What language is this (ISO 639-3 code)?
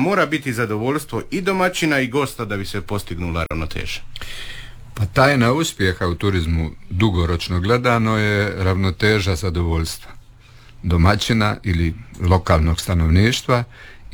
hrv